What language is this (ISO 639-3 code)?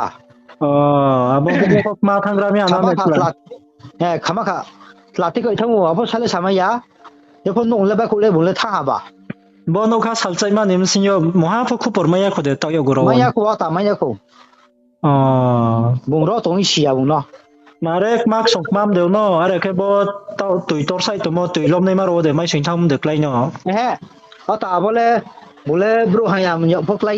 ria